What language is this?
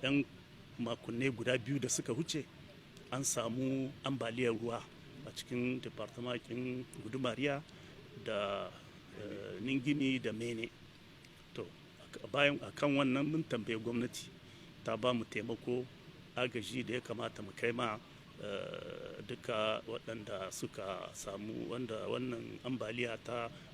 Hausa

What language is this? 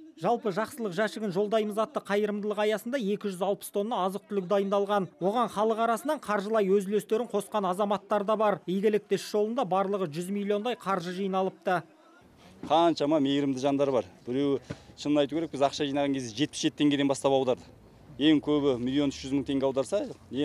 Kazakh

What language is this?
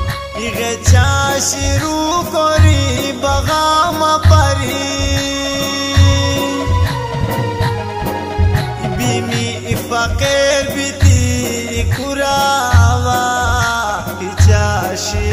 Khowar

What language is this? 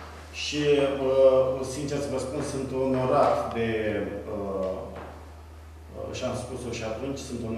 Romanian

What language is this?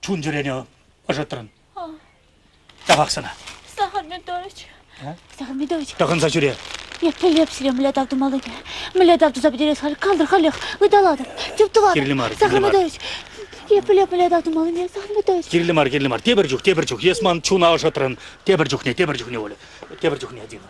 Chuvash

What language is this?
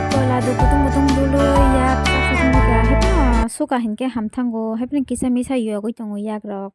Kok Borok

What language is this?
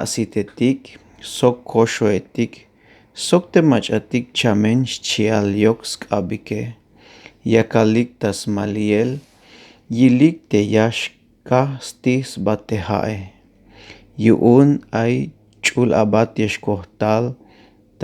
Tzeltal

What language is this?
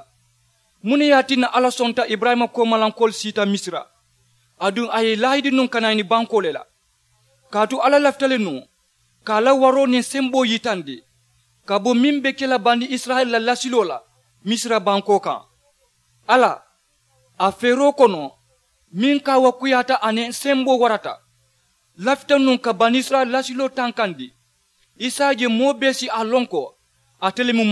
Mandingo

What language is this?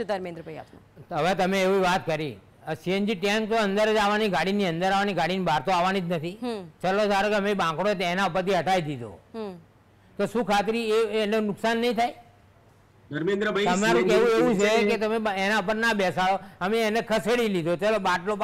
Gujarati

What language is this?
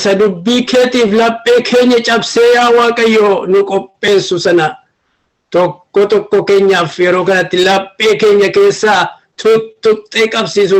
Oromo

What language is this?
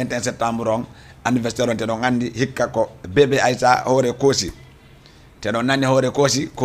Fula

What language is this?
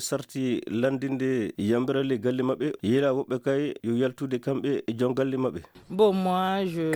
Fula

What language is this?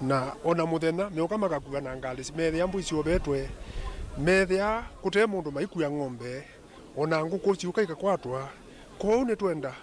Kamba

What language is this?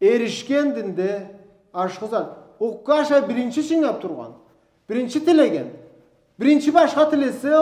Karachay-Balkar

